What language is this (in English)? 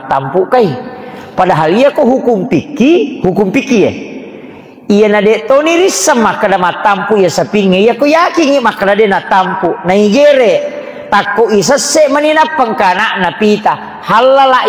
Buginese